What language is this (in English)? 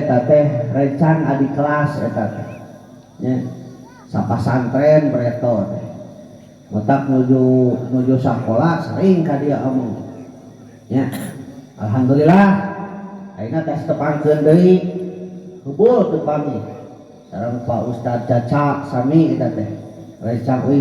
Sundanese